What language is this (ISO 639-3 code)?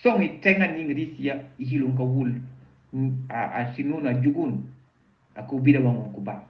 knf